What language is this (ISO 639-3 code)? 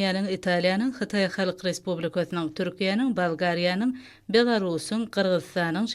tuk